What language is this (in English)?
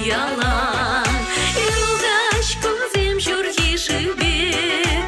Chuvash